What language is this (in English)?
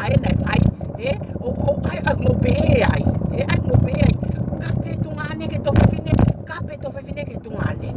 Tongan